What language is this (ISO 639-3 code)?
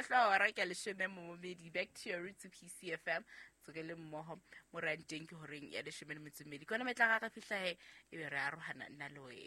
sot